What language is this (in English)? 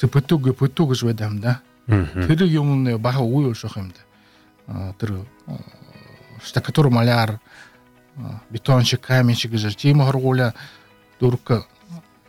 Buriat